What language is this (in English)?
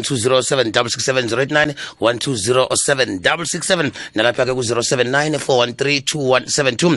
South Ndebele